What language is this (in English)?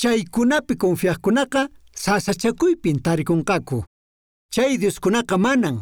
Quechua